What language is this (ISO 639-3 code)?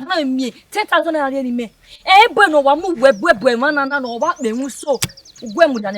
bin